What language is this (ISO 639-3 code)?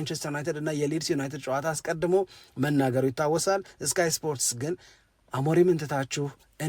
amh